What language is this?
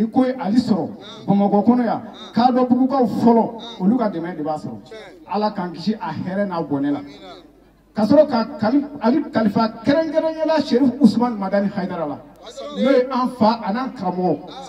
Bambara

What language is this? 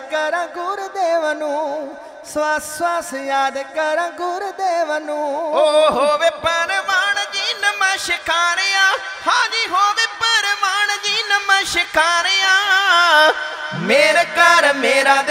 Punjabi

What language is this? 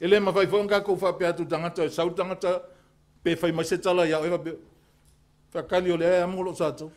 Samoan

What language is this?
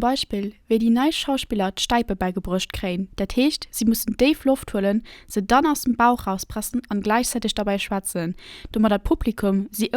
Luxembourgish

